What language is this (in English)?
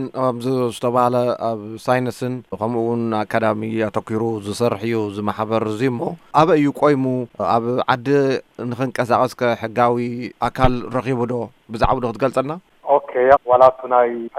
Tigrinya